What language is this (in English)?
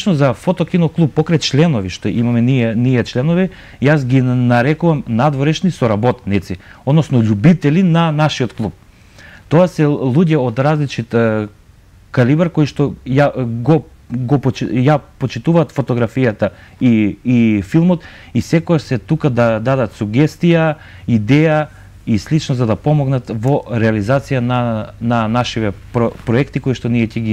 Macedonian